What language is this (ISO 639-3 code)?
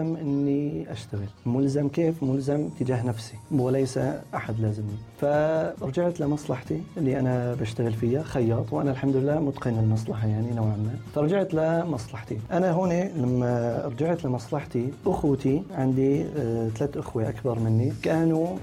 apc